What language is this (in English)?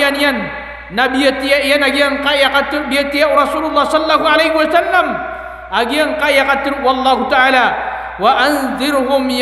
Maranao